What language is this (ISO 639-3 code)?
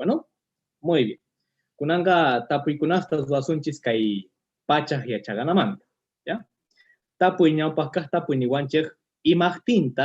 que